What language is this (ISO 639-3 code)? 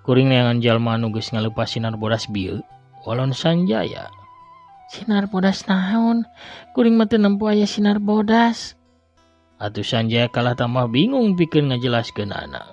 sun